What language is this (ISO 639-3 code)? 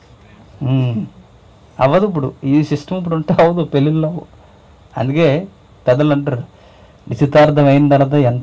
tel